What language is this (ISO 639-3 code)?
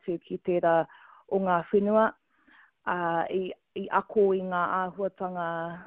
mri